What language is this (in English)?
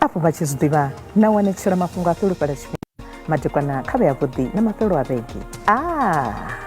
Venda